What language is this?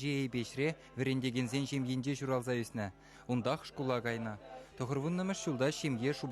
Chuvash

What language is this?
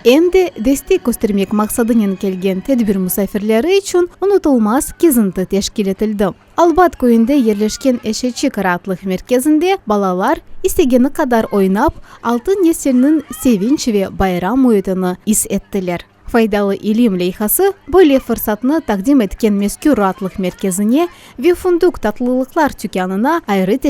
Crimean Tatar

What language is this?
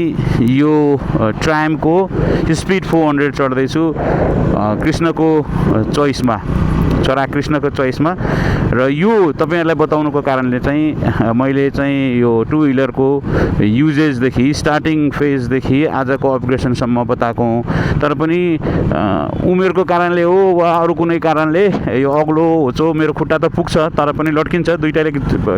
Nepali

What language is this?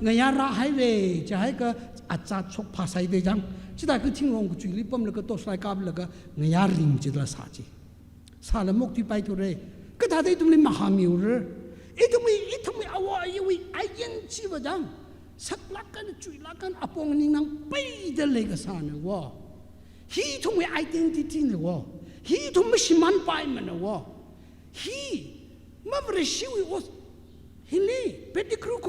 Tangkhul Naga (India)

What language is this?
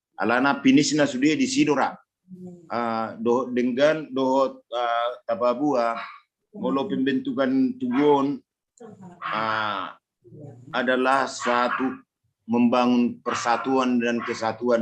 Batak Toba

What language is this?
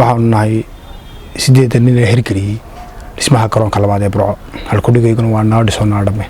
Somali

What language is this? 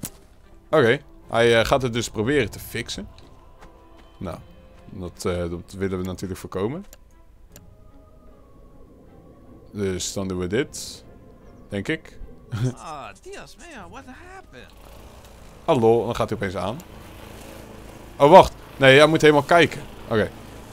Dutch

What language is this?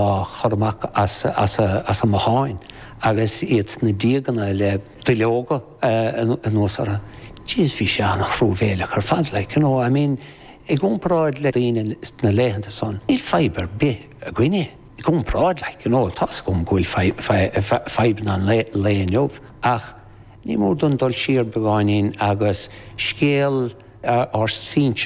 Irish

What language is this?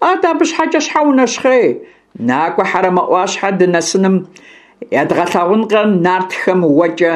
Kabardian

